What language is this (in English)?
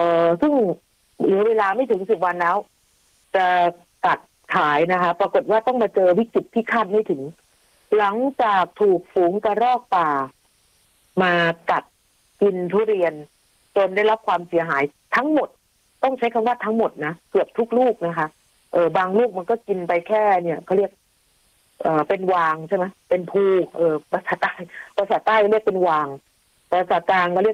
Thai